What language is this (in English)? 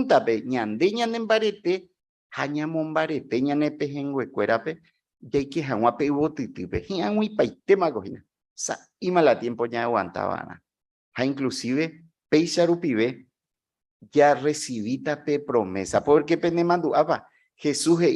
Guarani